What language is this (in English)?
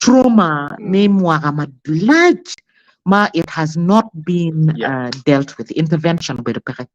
Acoli